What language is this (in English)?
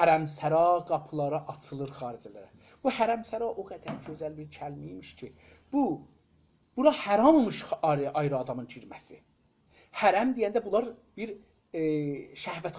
South Azerbaijani